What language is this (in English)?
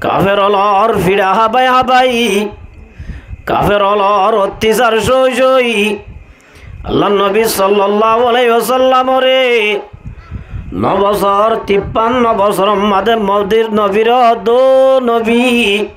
Rohingya